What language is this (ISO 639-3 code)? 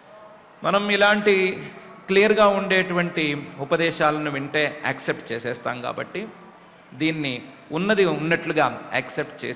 tel